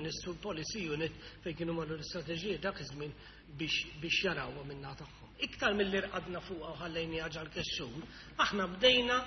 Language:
Maltese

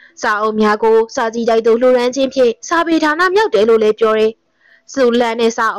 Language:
Burmese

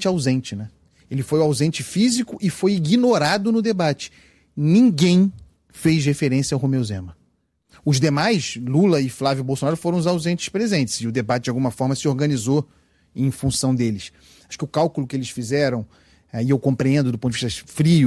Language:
Portuguese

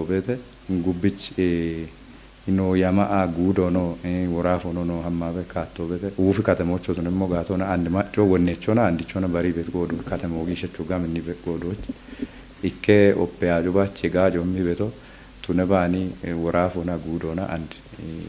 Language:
Kafa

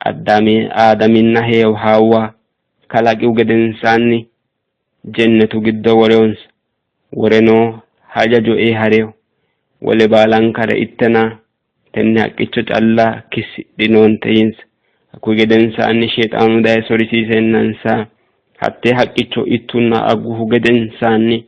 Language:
Sidamo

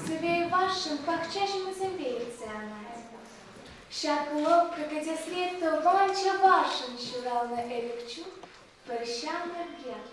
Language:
Chuvash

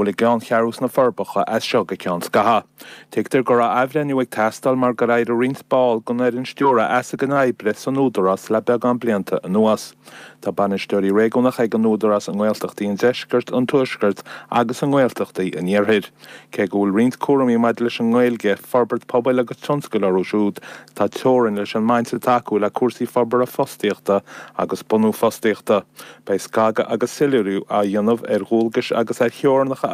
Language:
Irish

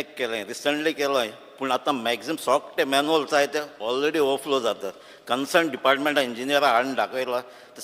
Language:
Konkani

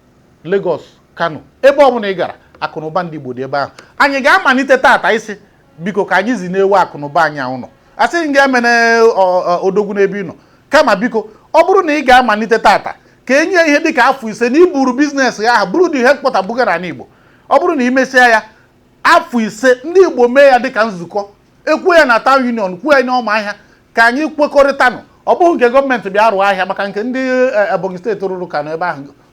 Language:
Igbo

